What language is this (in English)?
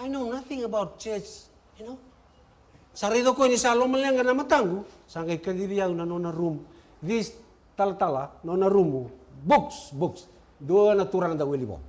Fijian